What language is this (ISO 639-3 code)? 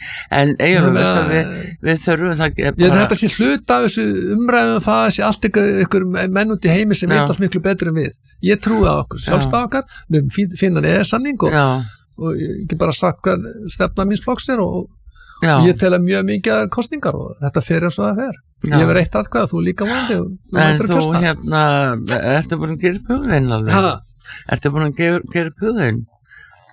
isl